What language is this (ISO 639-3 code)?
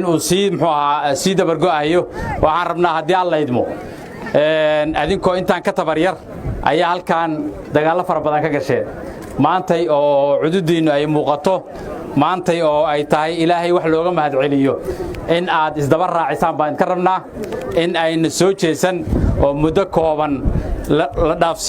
som